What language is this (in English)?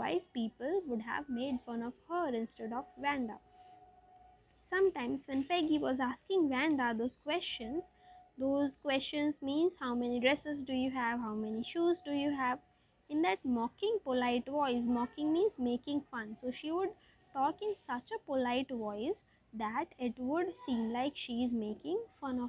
English